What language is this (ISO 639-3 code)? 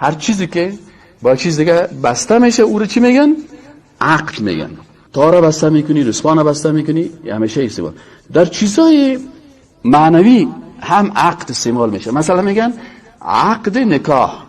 fas